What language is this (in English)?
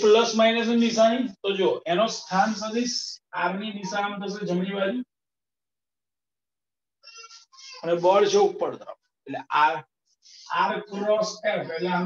Gujarati